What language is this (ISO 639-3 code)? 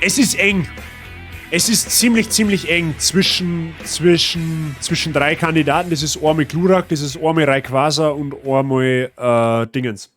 bar